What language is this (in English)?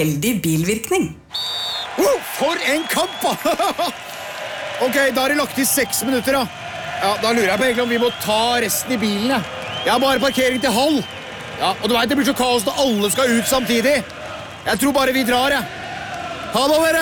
Norwegian